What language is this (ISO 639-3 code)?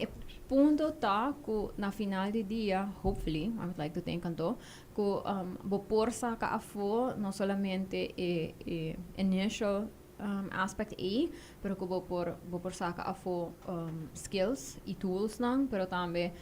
pap